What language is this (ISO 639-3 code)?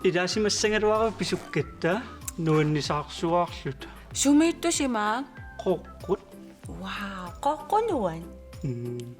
kal